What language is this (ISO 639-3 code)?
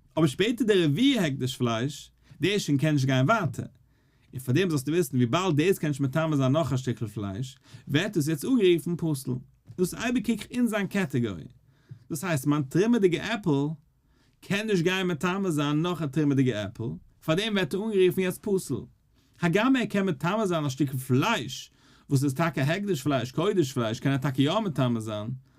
yid